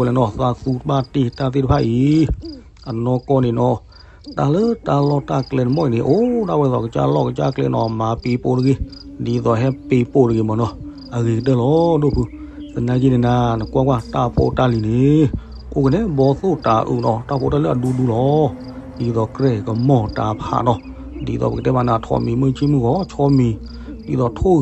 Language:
S'gaw Karen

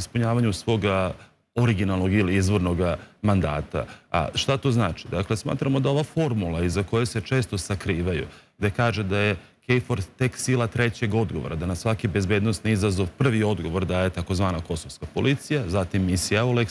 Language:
Serbian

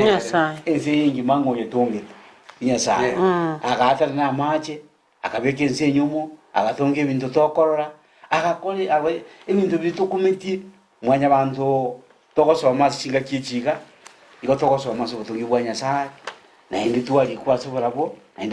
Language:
Gusii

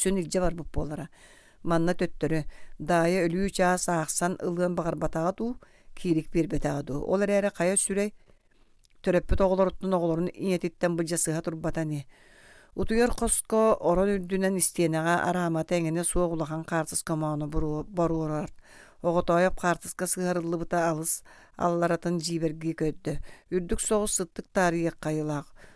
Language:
Yakut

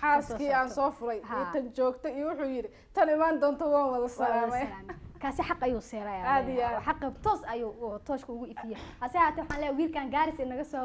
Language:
Somali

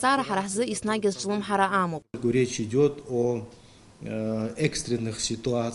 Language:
Abkhazian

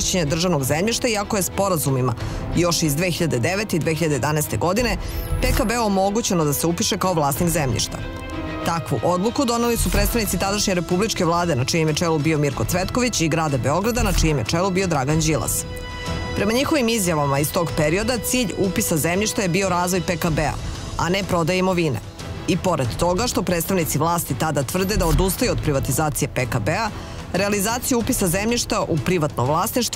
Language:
Serbian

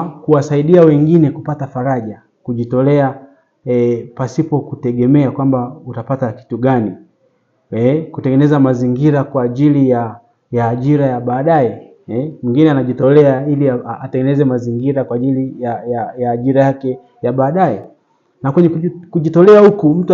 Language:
Swahili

